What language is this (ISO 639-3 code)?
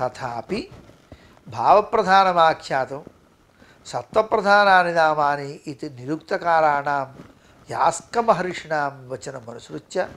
san